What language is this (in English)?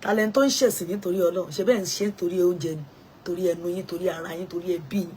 Yoruba